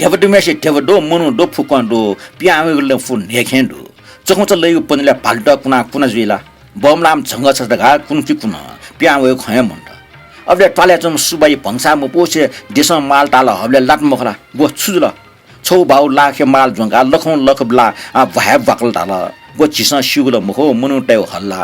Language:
Newari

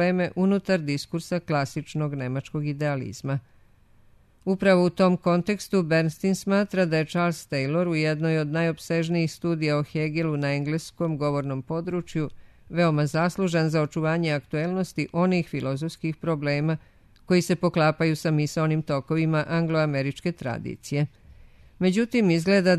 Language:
Serbian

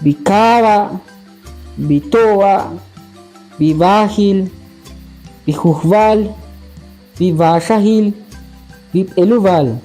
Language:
Ixil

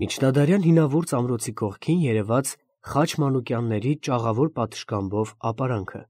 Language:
Armenian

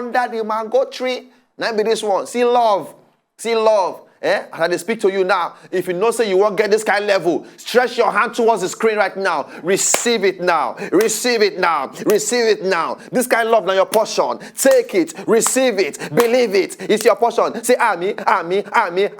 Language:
Nigerian Pidgin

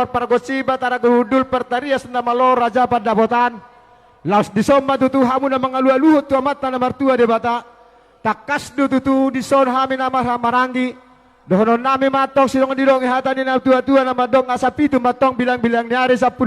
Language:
Batak Toba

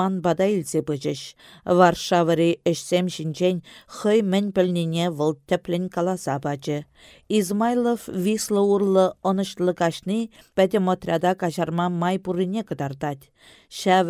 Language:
Chuvash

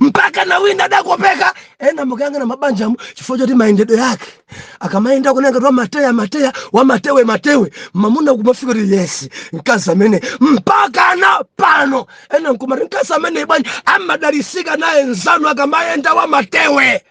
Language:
Nyanja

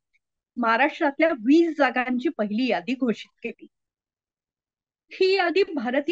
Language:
Marathi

